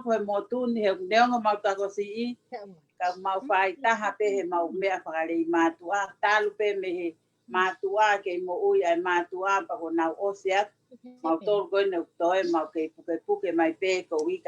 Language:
Tongan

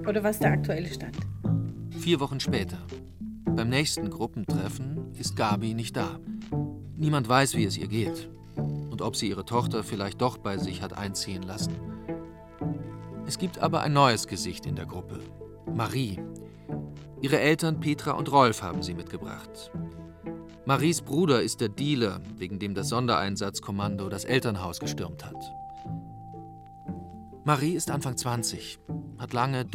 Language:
German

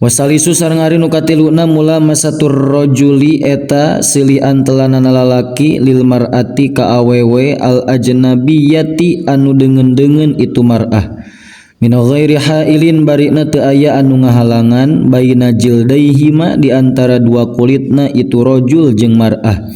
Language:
Sundanese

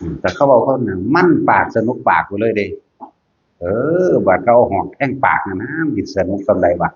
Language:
Northeastern Thai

